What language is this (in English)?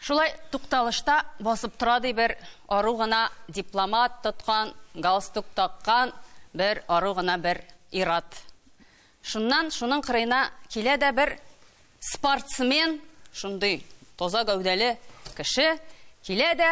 Tatar